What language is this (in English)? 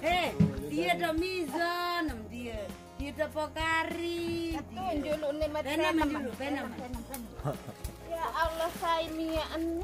Sasak